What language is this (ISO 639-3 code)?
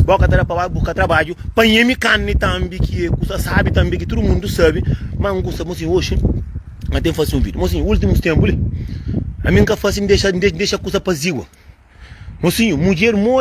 kea